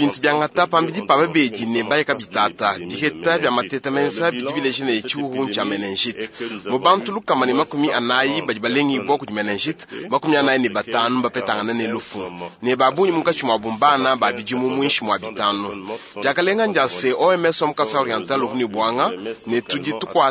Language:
Luba-Lulua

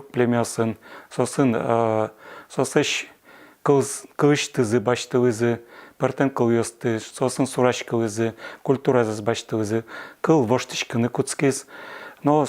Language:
Udmurt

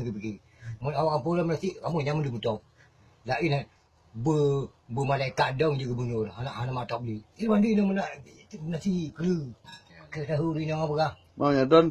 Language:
Achinese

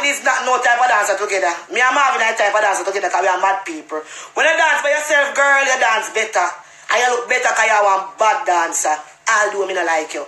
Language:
Jamaican Creole English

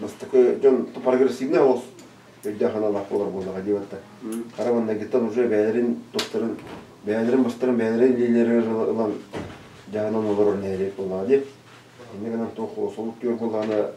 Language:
Yakut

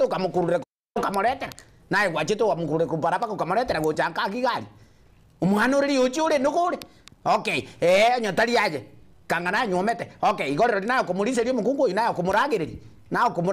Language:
Gusii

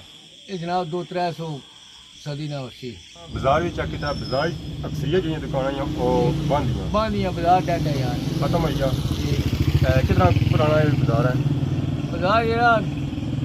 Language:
Pahari-Potwari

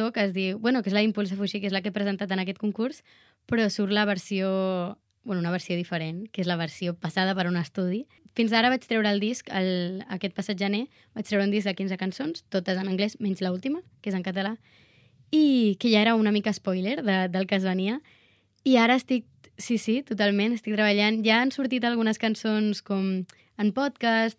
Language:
Catalan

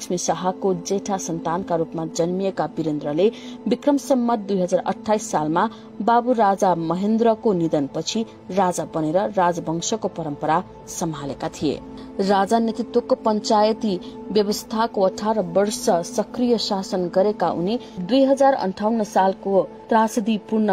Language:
Nepali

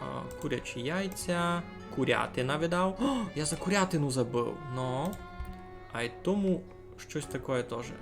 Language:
Rusyn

